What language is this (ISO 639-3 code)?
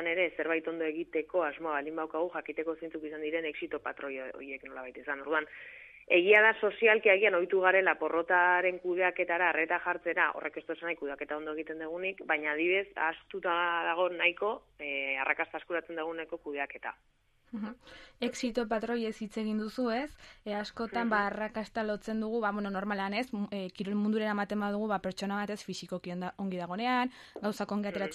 eus